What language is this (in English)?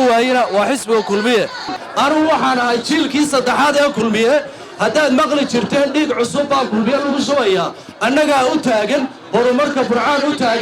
Somali